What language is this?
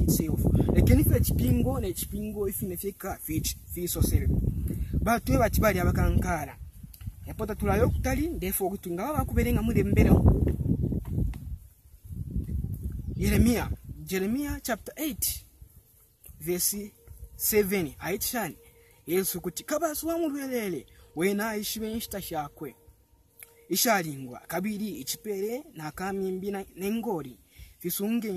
Bemba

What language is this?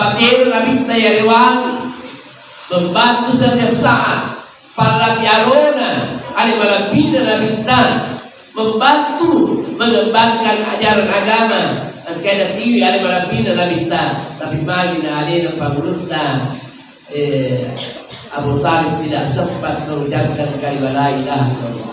Buginese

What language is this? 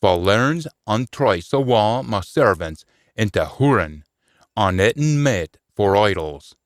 Scots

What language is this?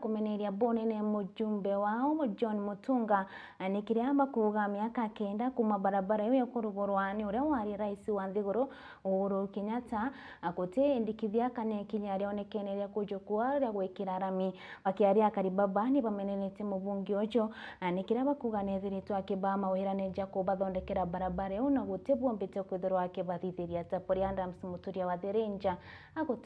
Meru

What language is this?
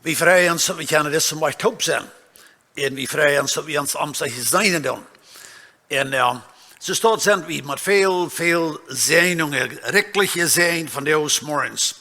Plautdietsch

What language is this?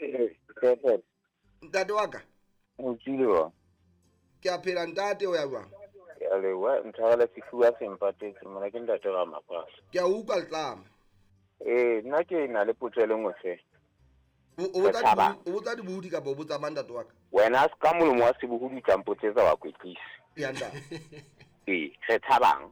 Southern Sotho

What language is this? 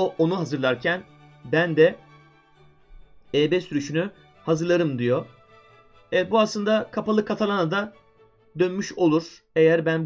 Turkish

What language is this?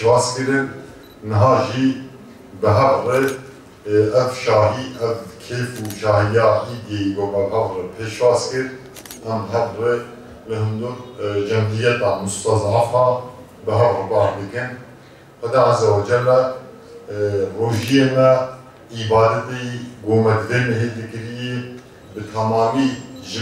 Kurdish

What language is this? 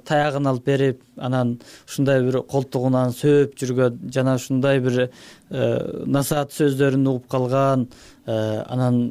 Kyrgyz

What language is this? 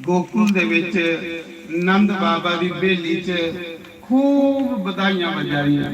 Dogri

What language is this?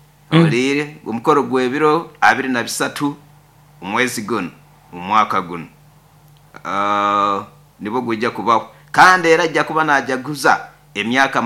Nyoro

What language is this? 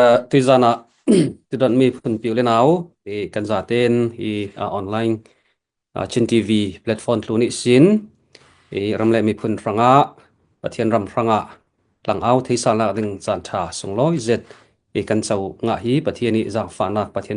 Falam Chin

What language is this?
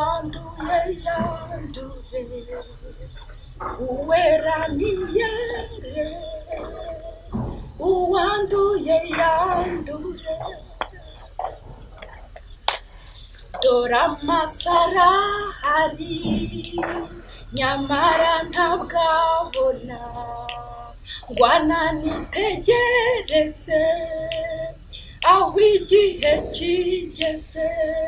Kinyarwanda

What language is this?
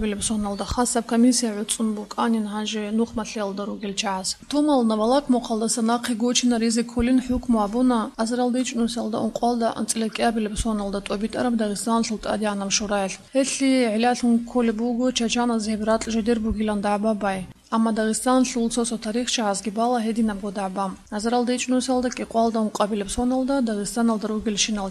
Avaric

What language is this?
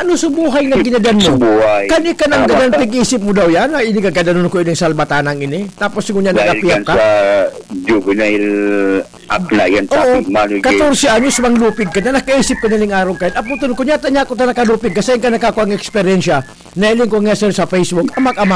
Bikol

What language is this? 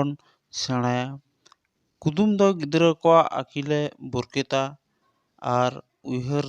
Santali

